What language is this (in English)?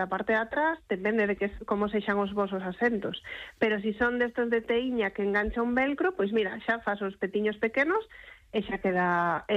Galician